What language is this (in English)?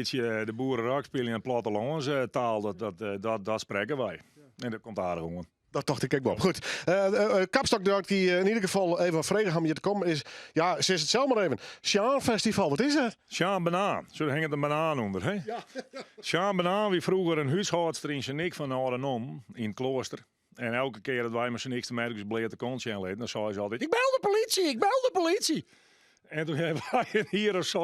Western Frisian